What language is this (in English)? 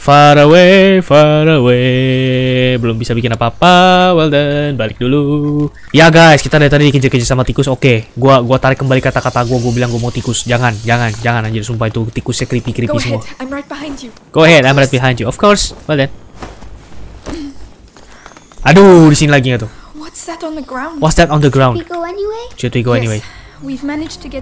Indonesian